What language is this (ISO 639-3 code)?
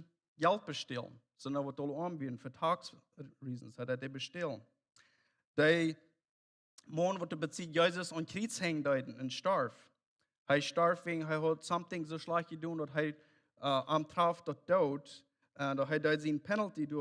pdt